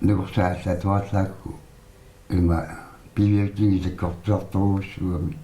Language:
Kalaallisut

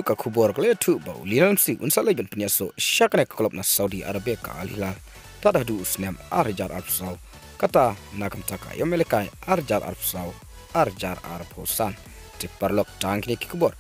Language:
Khasi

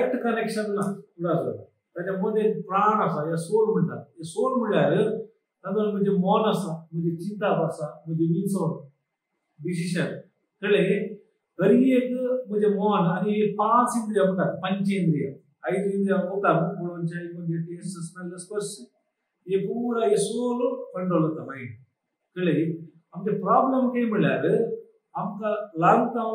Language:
Konkani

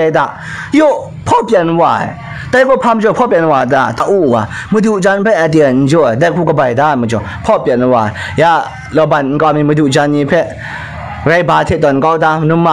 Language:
Kachin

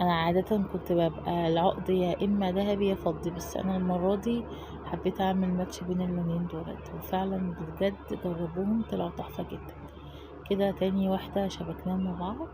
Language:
Egyptian Arabic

